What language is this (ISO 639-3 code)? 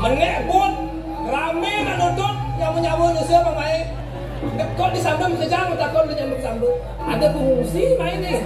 ban